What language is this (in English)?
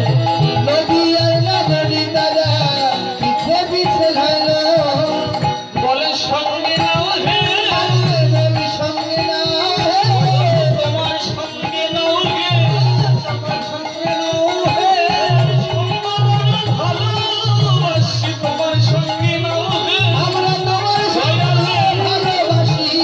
Bangla